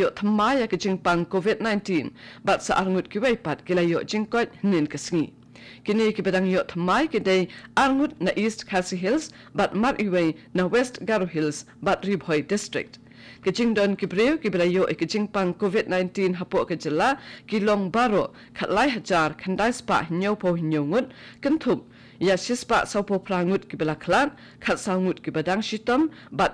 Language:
Khasi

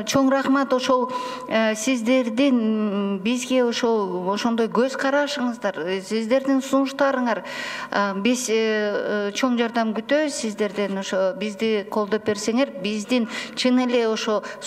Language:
Kyrgyz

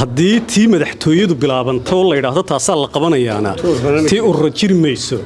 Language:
Somali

